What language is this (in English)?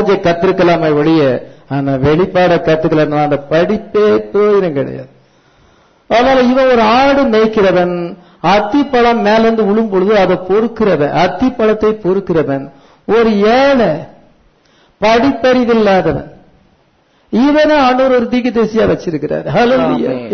Tamil